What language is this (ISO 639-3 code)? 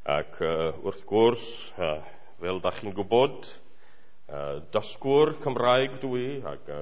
cym